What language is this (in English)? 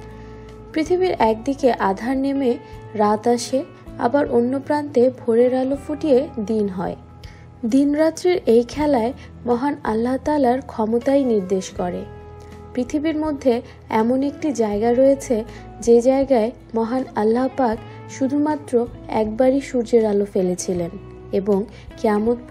Bangla